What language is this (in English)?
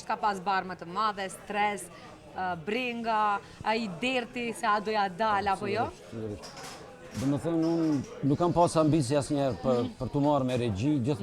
Albanian